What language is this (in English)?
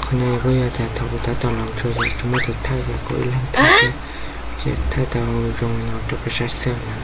Hmong